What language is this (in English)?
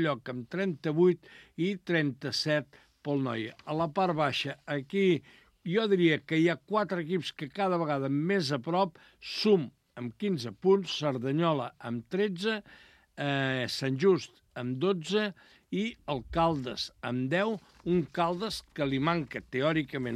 Catalan